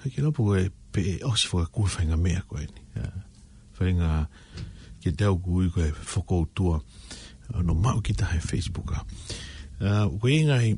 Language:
Tongan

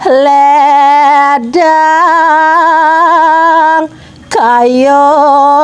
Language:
Balinese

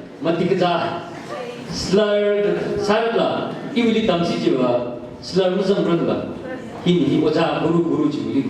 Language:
Tangkhul Naga (India)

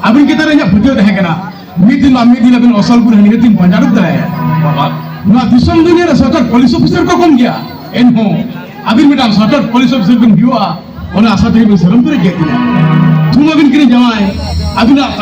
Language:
Santali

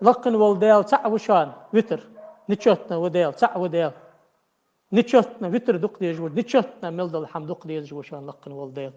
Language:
Ingush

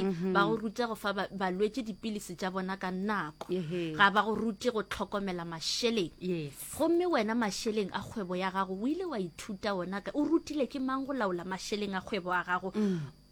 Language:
Northern Sotho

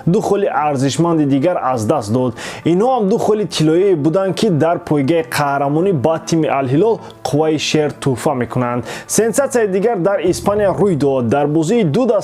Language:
Tajik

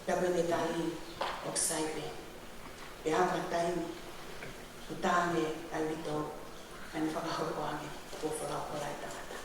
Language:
Tongan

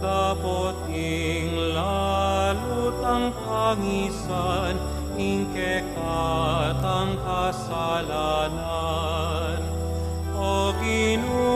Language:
Pampanga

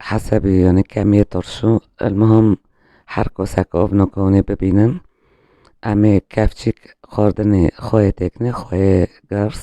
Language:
Kurdish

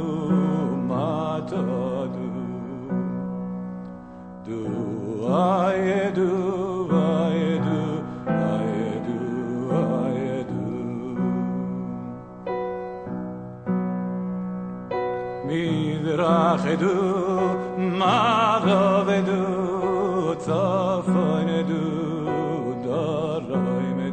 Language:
Hebrew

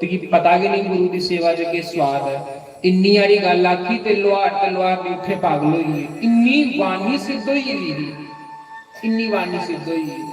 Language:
Dogri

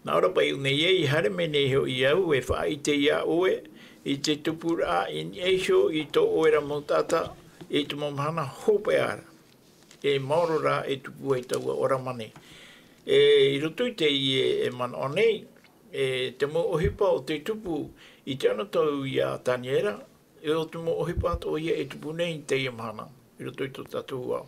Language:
Tahitian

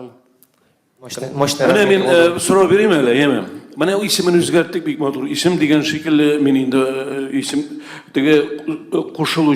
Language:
Tatar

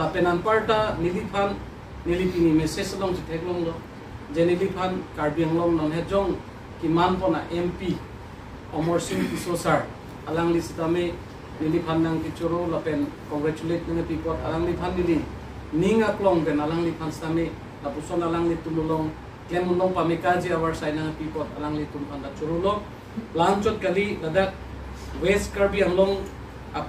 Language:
Karbi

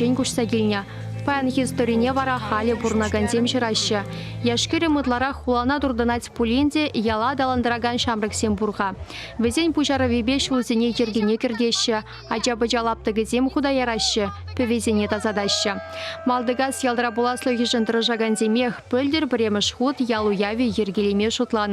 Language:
Chuvash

